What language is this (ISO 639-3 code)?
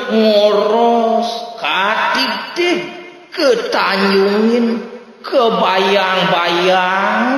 ban